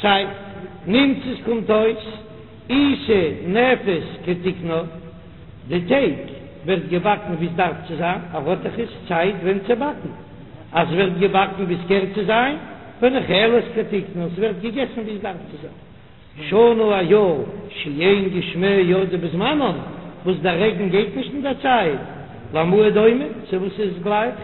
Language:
Yiddish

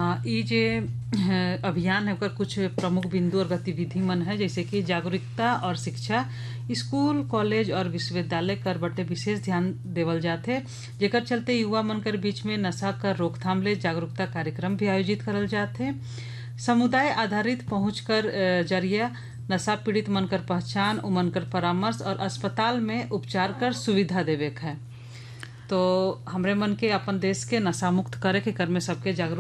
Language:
Sadri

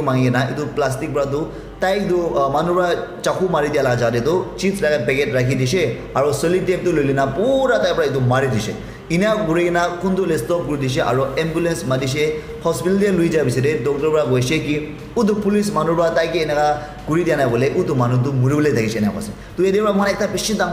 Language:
Naga Pidgin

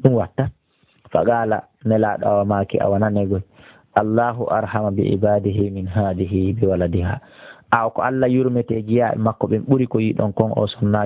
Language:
Pular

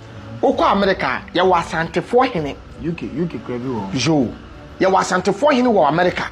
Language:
Akan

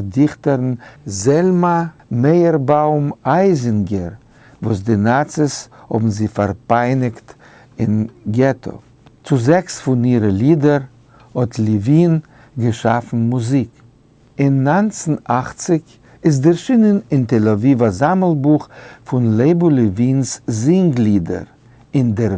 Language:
Yiddish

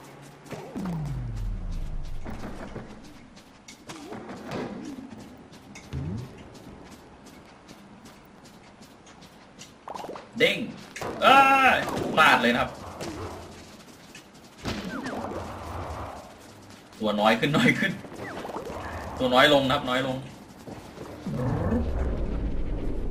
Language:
Thai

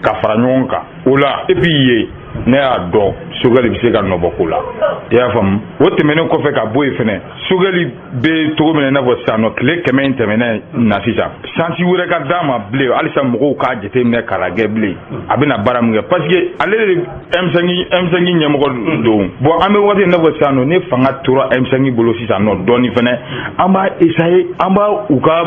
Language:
Bambara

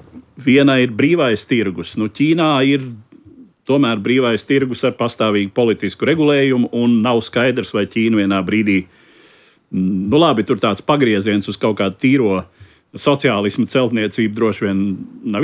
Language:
Latvian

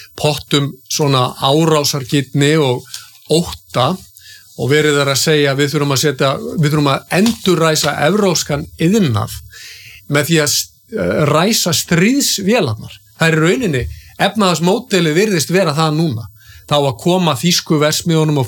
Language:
Icelandic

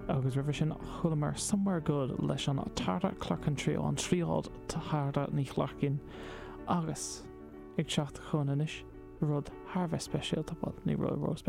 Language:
Irish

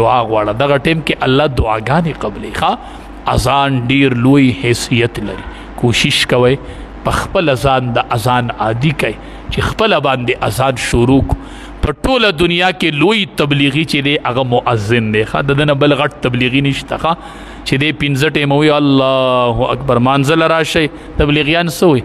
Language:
Pashto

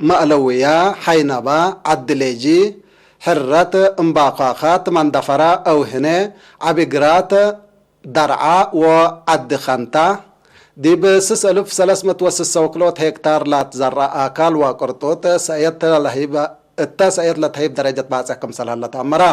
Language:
Tigre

